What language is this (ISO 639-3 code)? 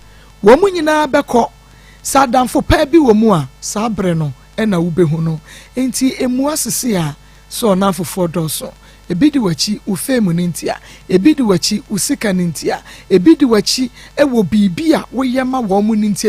aka